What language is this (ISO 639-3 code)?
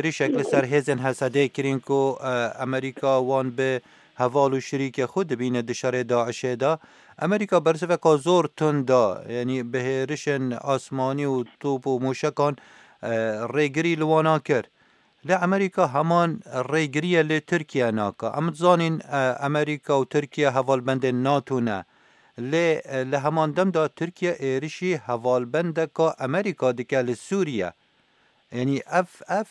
kur